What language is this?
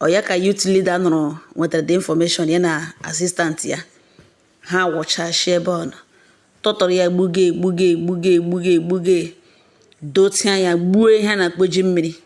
Igbo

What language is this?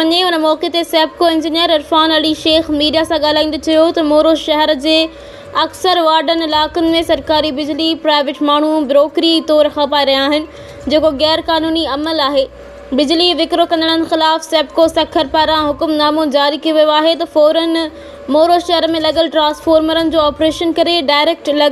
Sindhi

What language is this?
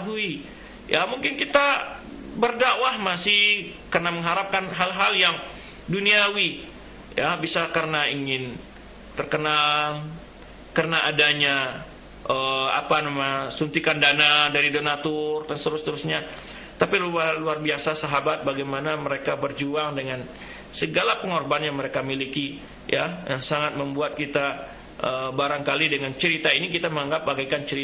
Indonesian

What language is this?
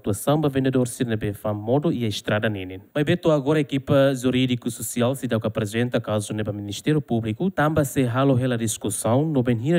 Tetum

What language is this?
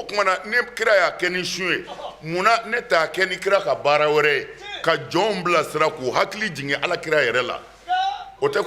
Bambara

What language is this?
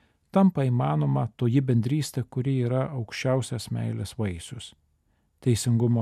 Lithuanian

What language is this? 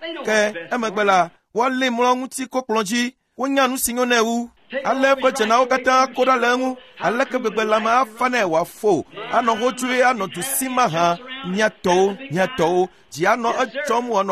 Ewe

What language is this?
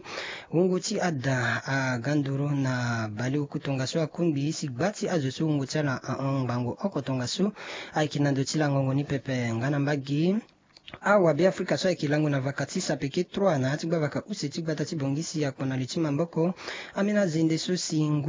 Sango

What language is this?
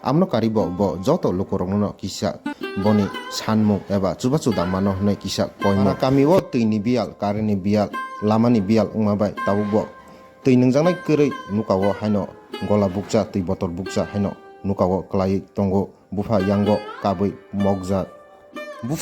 Kok Borok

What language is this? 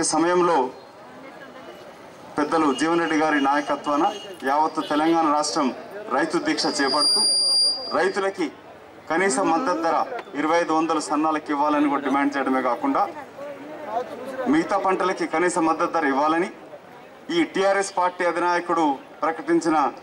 Telugu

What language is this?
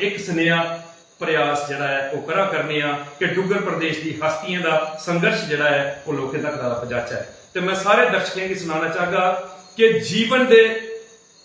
Dogri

